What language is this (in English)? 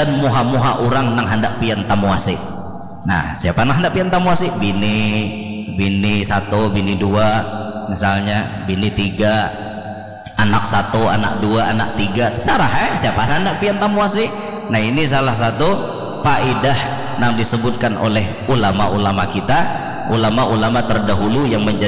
Banjar